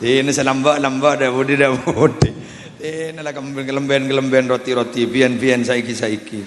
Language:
Madurese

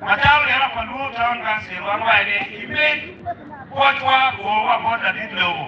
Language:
Acoli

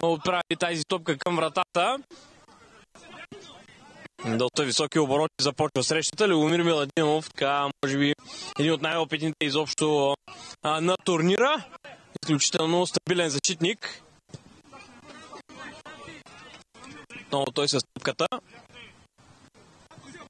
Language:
Bulgarian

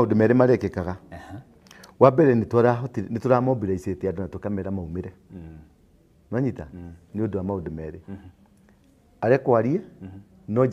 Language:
Kikuyu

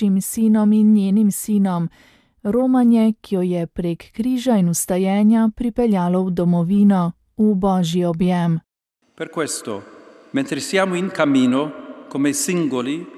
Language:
Slovenian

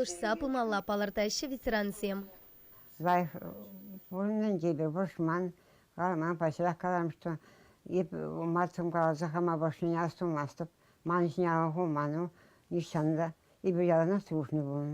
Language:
Chuvash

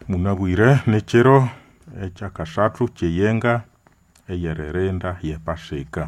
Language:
Nande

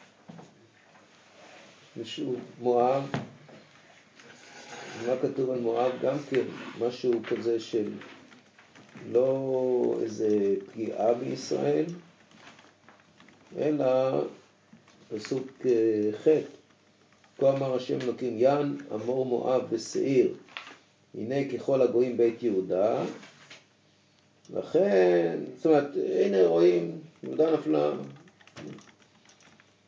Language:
Hebrew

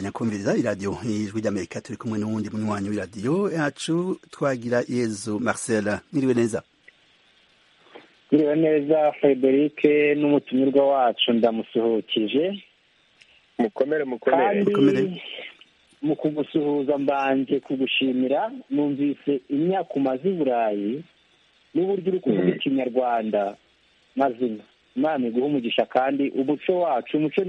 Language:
Kinyarwanda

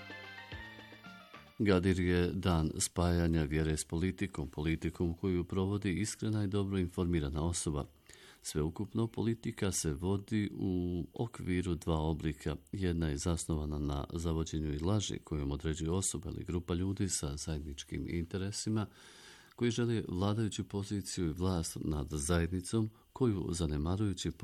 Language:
Bosnian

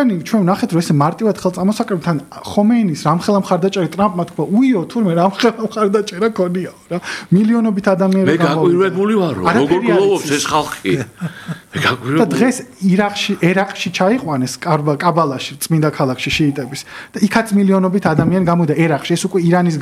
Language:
Georgian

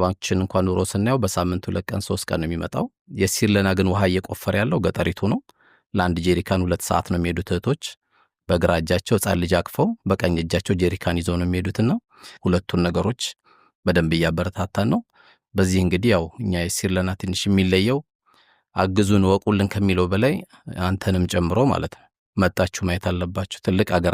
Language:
Amharic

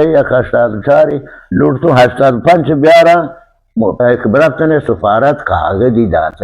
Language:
Baluchi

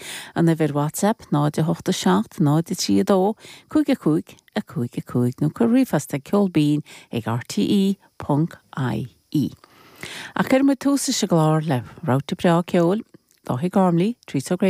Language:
Irish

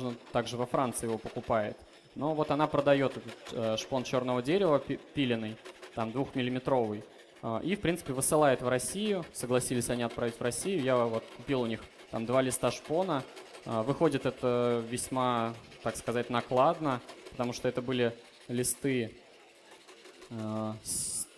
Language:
Russian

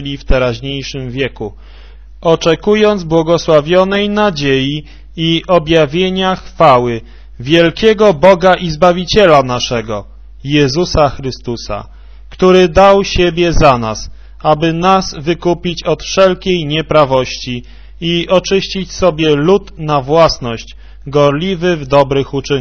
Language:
Polish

